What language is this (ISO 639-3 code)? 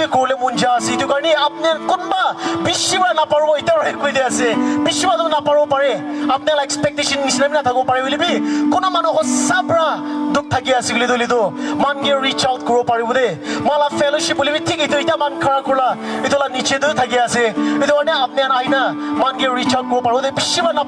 nag